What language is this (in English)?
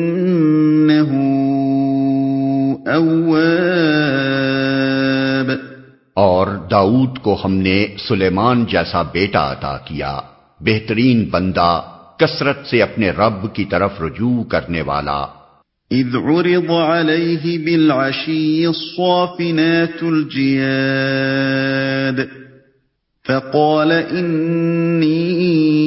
Urdu